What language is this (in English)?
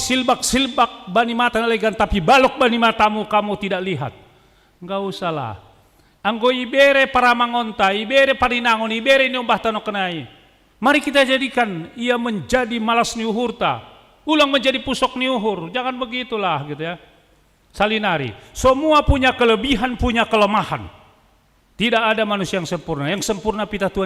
Batak Simalungun